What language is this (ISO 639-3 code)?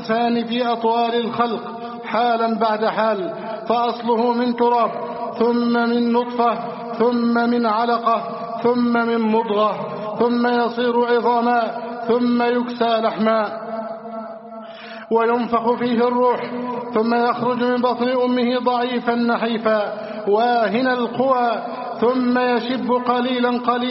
ara